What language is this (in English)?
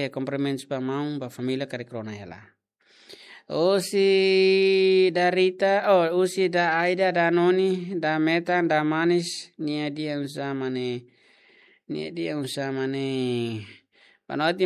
Tetum